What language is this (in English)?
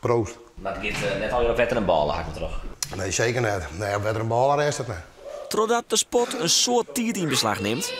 Western Frisian